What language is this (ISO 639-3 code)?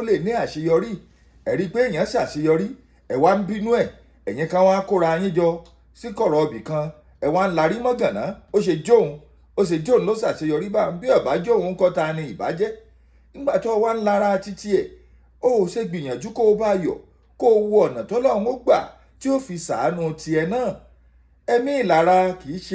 yor